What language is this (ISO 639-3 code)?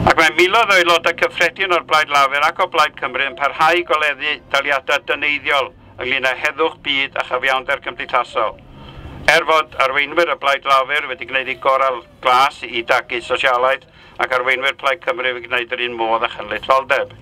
cym